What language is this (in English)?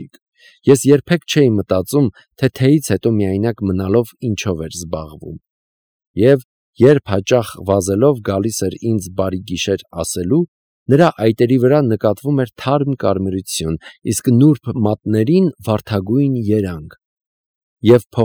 Armenian